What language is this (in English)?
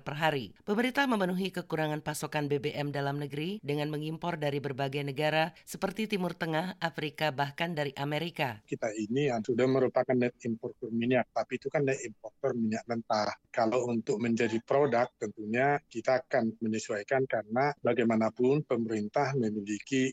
Indonesian